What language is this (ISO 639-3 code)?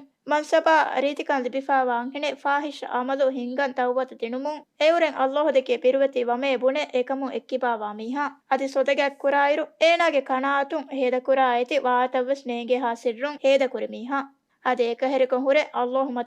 div